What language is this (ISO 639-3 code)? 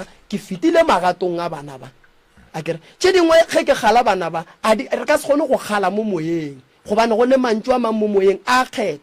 nso